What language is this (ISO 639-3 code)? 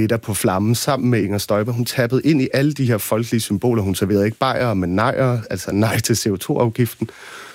dan